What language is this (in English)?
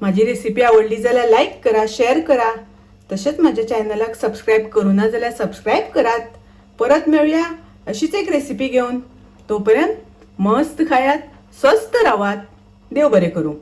Konkani